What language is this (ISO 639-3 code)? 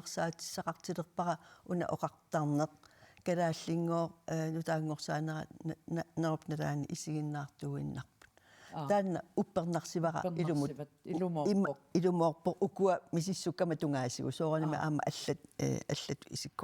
kal